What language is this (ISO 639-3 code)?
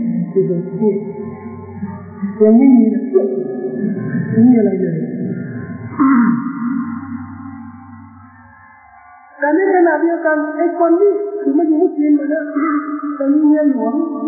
tha